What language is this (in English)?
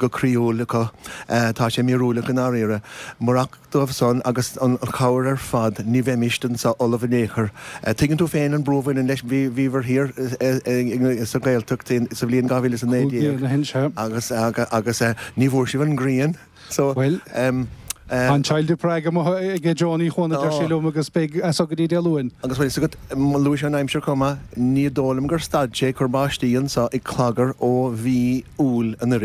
Irish